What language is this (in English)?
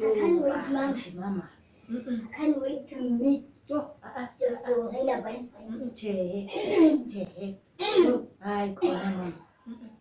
Southern Sotho